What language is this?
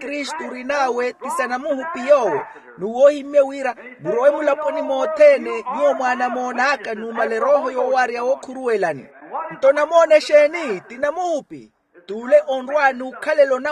Makhuwa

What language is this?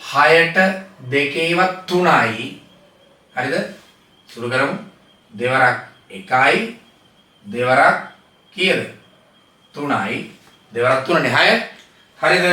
Sinhala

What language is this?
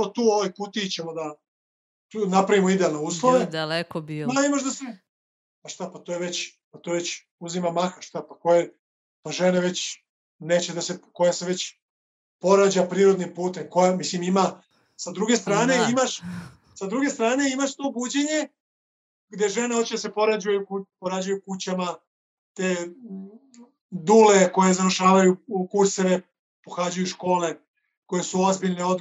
Serbian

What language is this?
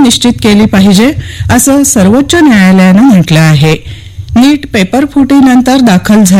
Marathi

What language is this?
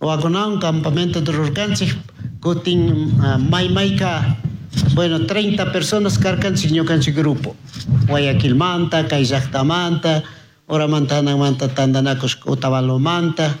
Chimborazo Highland Quichua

